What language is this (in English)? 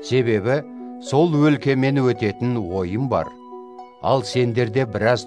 Kazakh